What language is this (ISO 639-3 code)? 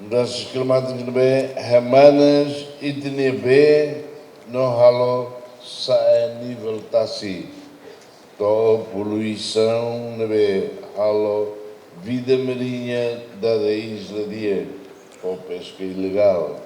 tet